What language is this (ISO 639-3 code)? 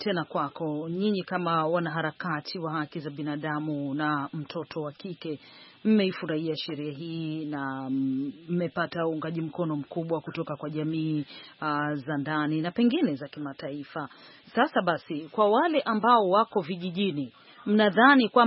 swa